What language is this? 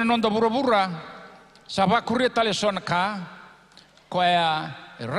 Fijian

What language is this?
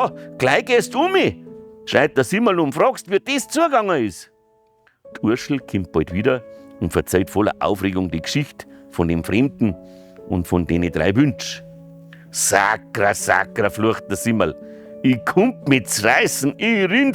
Bavarian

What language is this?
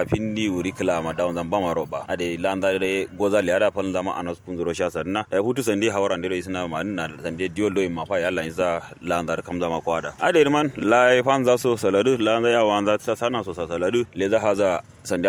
Kanuri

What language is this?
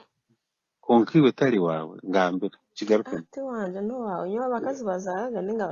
Nyankole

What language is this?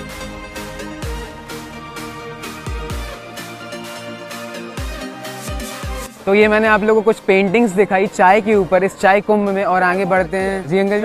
Hindi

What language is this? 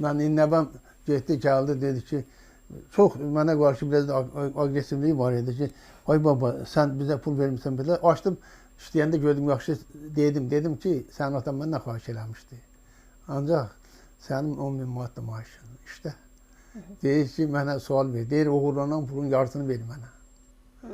Azerbaijani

